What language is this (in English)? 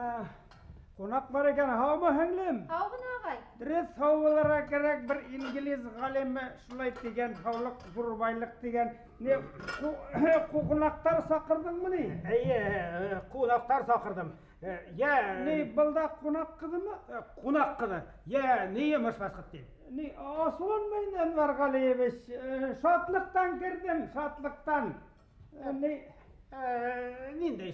Bashkir